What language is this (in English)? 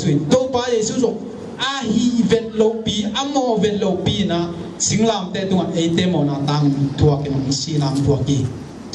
Tedim Chin